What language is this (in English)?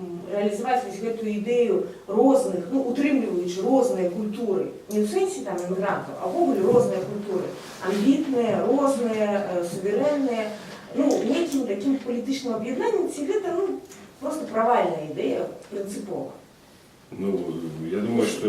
Belarusian